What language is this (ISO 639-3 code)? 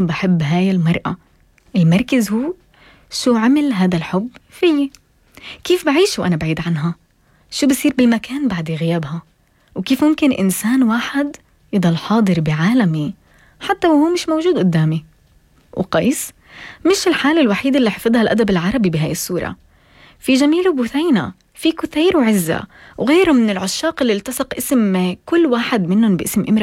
apc